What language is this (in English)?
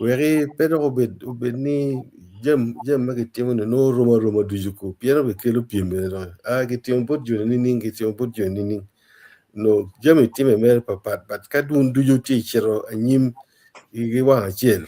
Acoli